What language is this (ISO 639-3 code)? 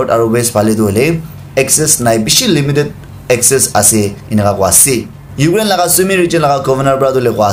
nag